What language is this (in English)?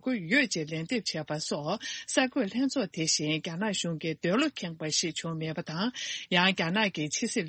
Tibetan